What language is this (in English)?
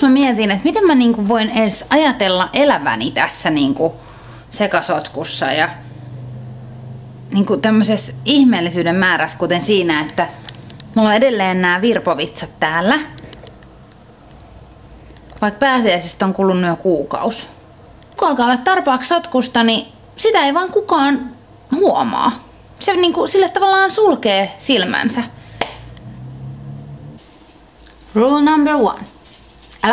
Finnish